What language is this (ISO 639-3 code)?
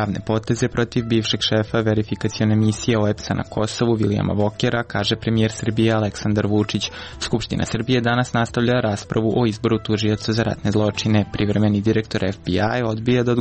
srp